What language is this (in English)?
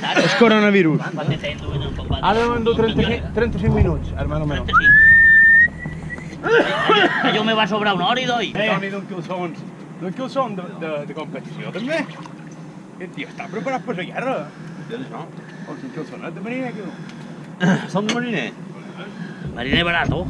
Catalan